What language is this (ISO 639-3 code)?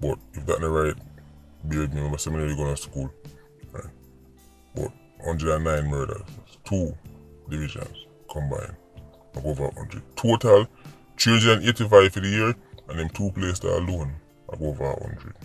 jam